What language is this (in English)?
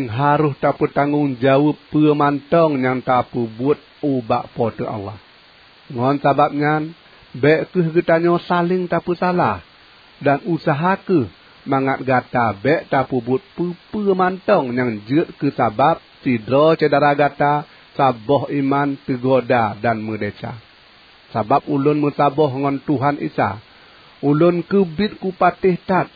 Achinese